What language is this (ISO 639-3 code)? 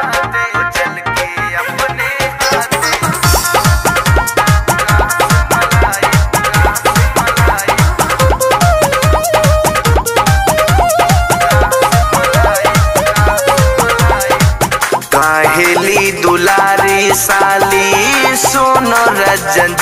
bho